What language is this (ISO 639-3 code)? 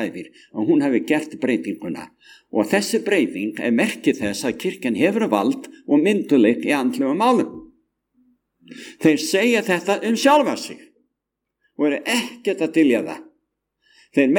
isl